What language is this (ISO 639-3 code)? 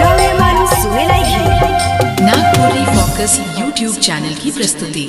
sck